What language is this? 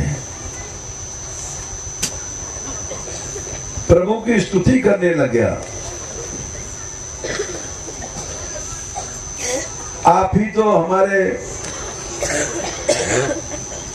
Hindi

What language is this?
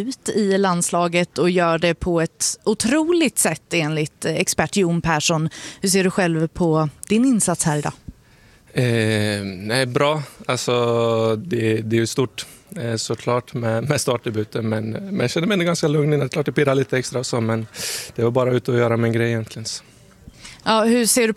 Swedish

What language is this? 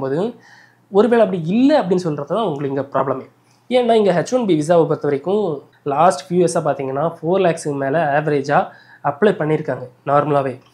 Tamil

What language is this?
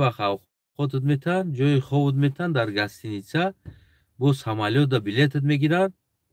Tajik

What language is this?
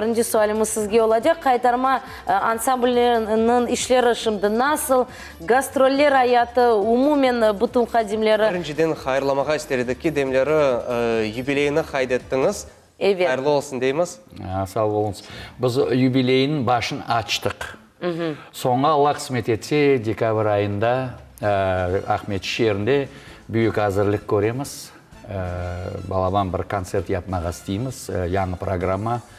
Crimean Tatar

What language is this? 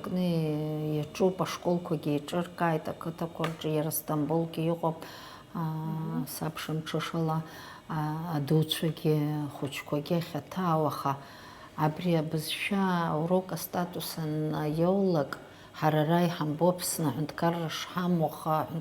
Abkhazian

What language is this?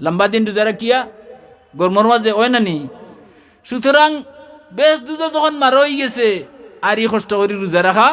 Sylheti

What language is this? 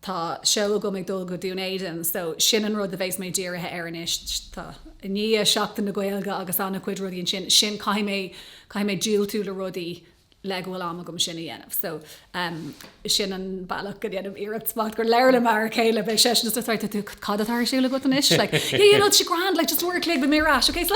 Irish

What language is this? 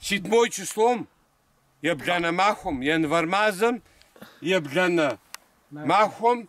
Kabardian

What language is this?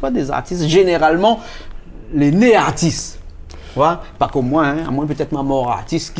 Réunion Creole French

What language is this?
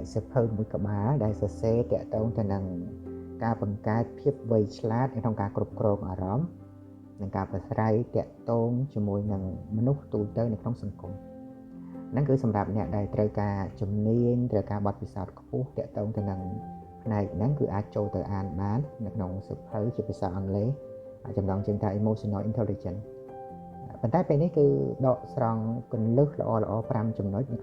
Khmer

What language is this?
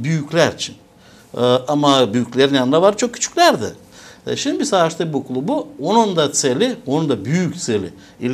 Gagauz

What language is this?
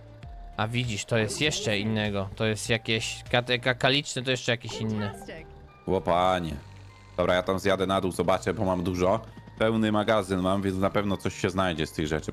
Polish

